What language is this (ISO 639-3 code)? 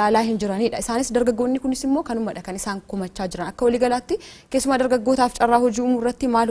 orm